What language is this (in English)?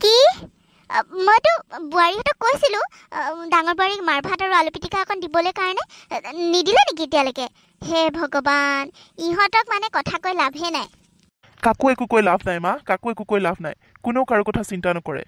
Assamese